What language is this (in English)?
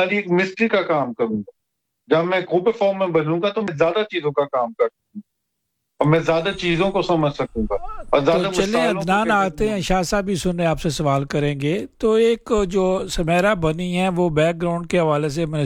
Urdu